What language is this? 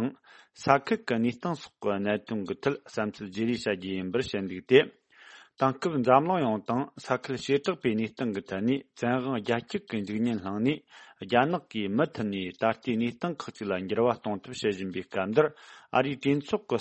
Tibetan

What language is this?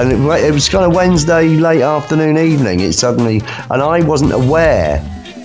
English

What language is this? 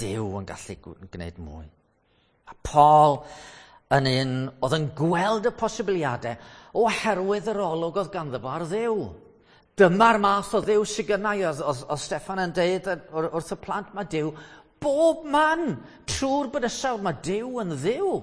Welsh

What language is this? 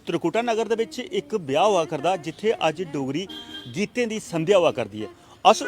Dogri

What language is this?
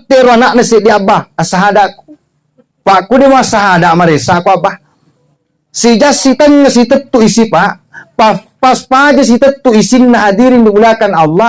Buginese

